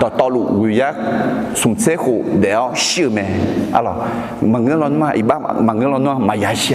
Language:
Akha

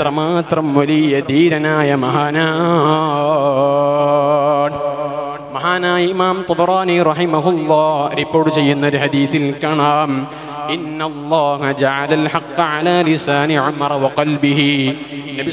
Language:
Malayalam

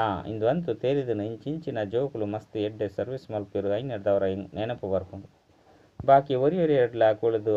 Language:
Tulu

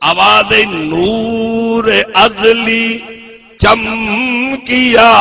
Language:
Saraiki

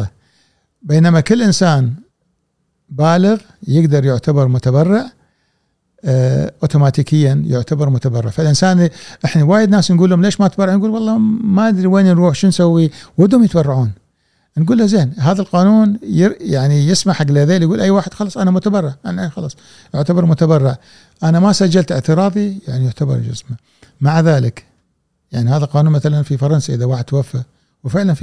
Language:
Gulf Arabic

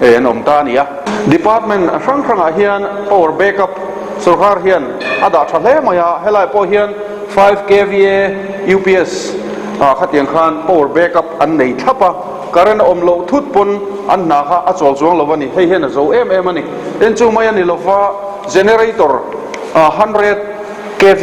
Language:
Mizo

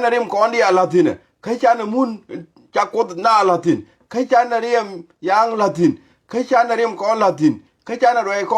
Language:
Nuer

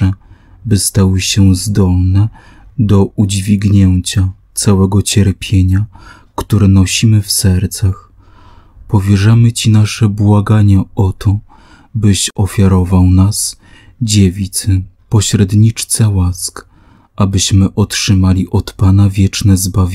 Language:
Polish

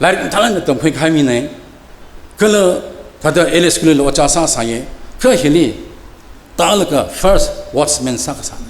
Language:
Tangkhul Naga (India)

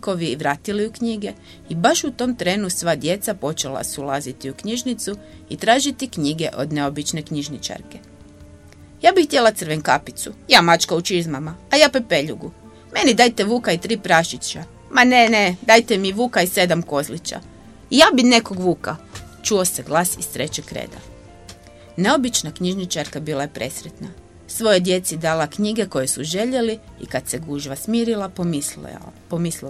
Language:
Croatian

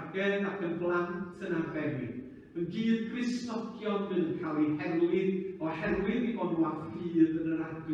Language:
Welsh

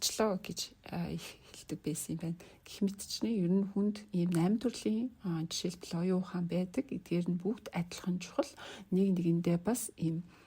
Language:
Mongolian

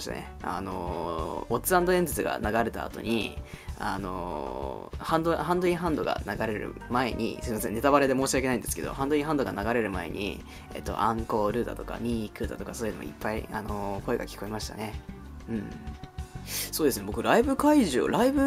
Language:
Japanese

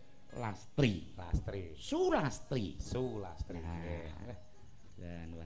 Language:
Javanese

